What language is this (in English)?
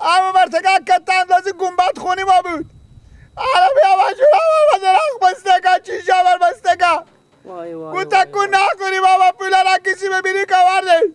Persian